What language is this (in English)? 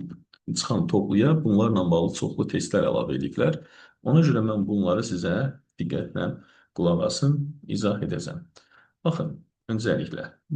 Azerbaijani